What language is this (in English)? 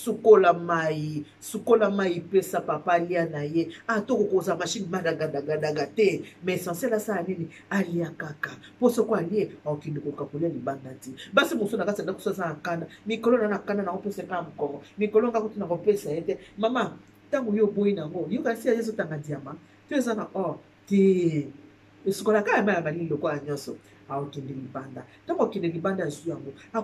Lingala